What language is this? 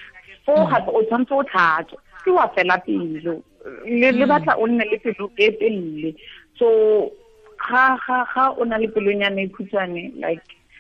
Tswana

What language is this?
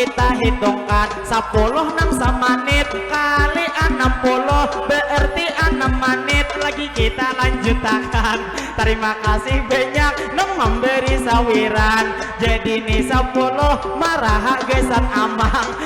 Banjar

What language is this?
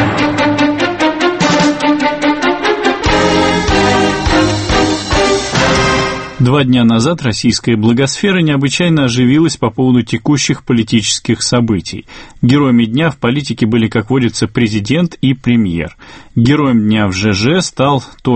Russian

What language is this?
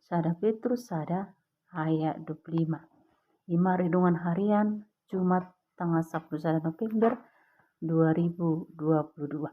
Batak Toba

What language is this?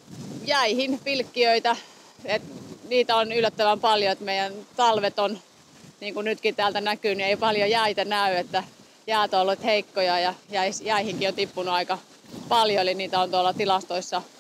Finnish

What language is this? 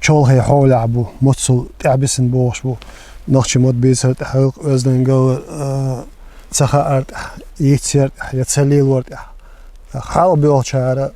Chechen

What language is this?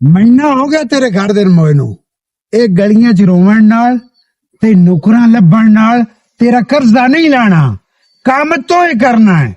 Western Panjabi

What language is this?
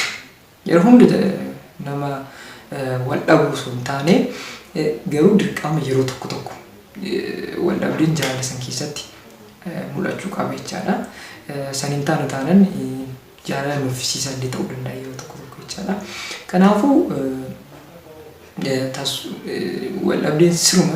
Oromo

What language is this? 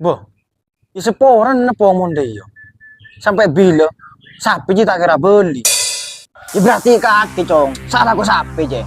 Madurese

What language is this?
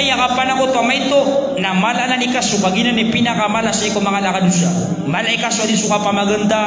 Maranao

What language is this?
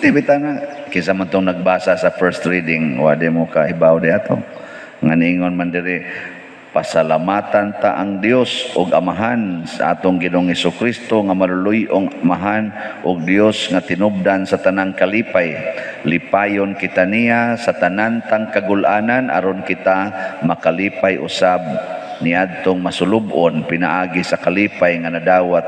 Cebuano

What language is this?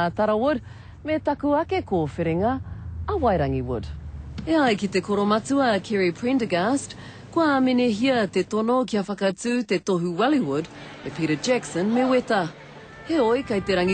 Māori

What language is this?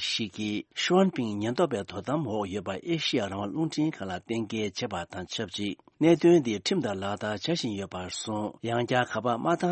Tibetan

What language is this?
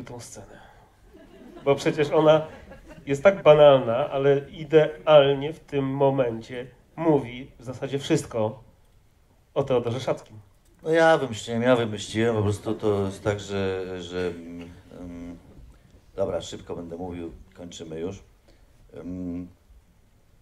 Polish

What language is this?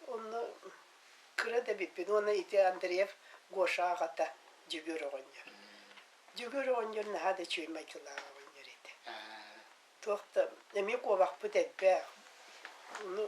Yakut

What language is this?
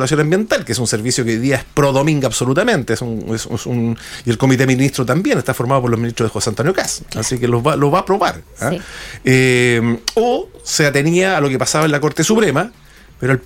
Spanish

